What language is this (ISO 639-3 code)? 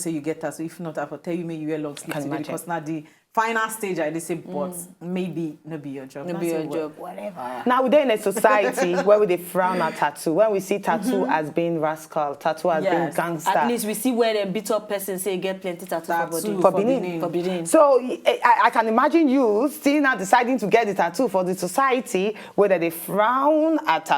pcm